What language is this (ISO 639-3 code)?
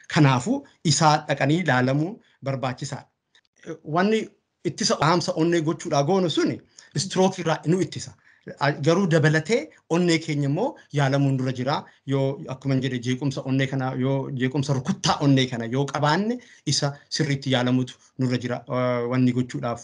orm